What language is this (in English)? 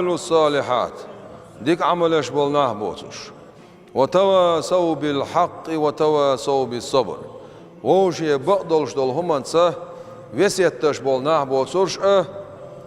Chechen